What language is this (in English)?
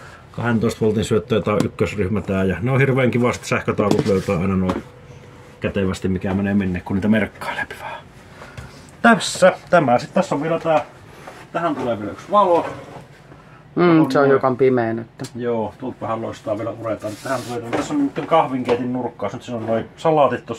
Finnish